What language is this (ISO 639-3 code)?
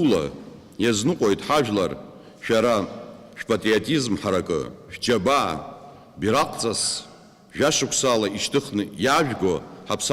abk